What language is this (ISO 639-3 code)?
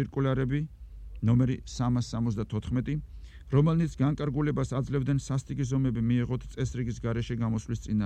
kat